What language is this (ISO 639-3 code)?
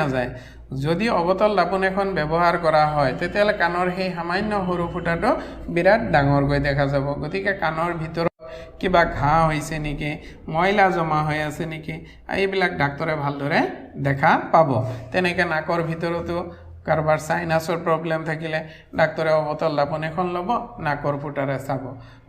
asm